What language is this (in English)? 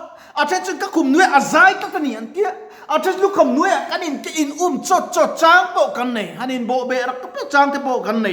Mizo